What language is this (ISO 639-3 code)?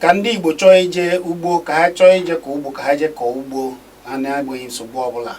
ibo